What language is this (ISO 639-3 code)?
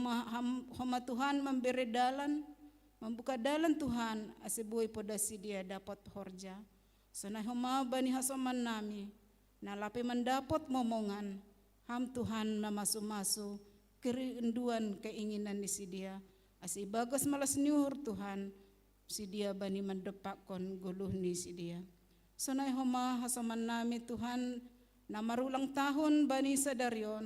bts